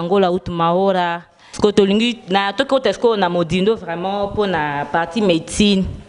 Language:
Lingala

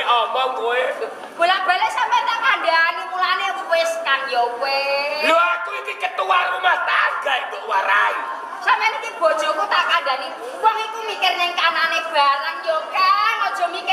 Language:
Javanese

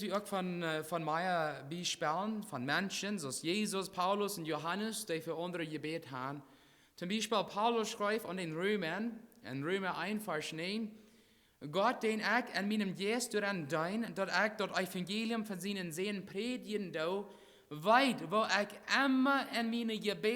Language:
Plautdietsch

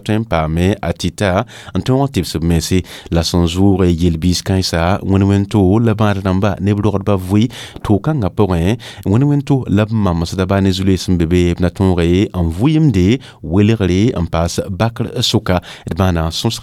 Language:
Mossi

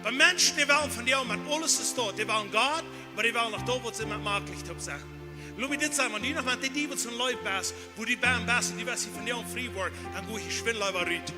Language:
Plautdietsch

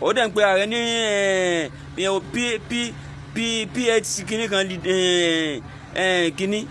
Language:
Yoruba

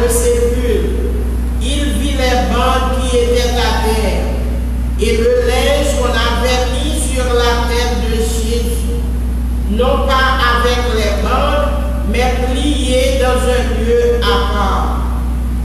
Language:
French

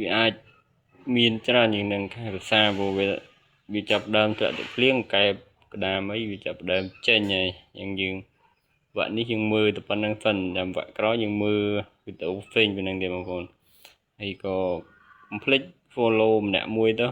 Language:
Khmer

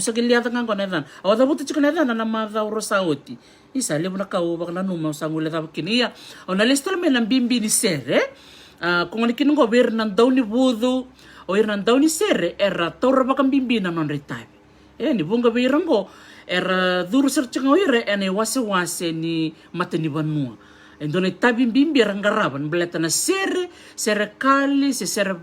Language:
Fijian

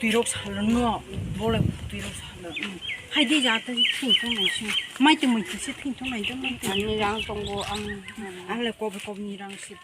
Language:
Kok Borok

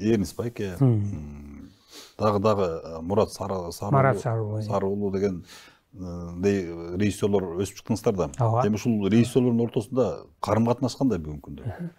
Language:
Kyrgyz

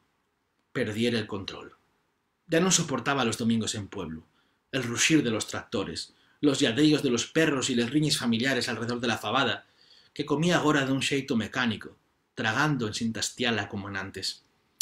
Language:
Asturian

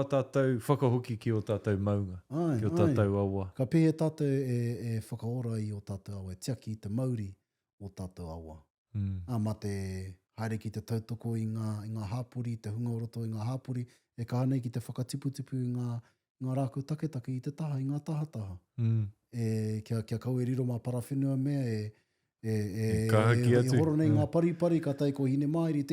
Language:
Māori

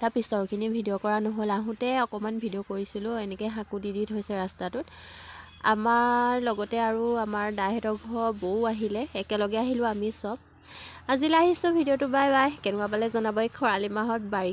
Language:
Assamese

